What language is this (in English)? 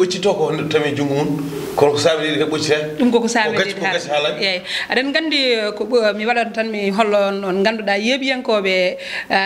Fula